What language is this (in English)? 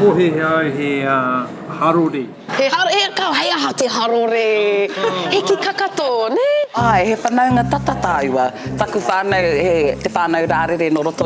Māori